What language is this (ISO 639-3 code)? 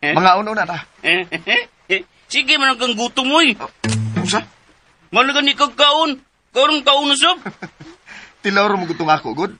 ceb